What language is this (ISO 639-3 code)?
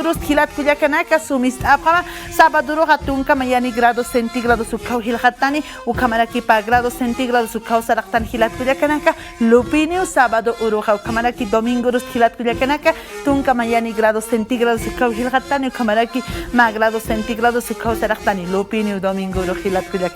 aym